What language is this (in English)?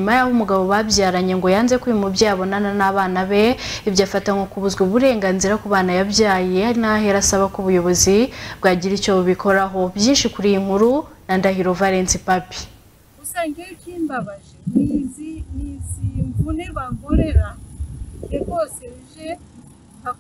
Kinyarwanda